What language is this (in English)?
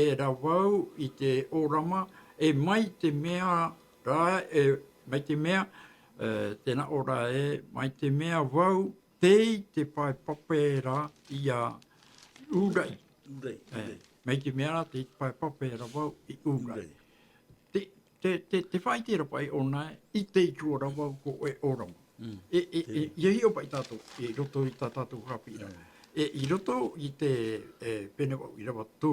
Tahitian